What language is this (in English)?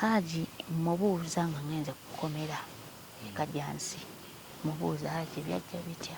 Ganda